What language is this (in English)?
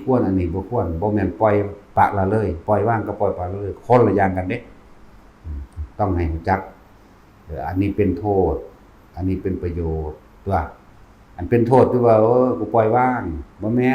Northeastern Thai